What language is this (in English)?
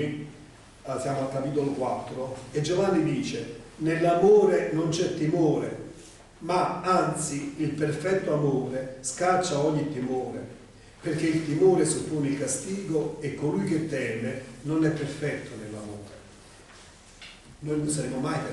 Italian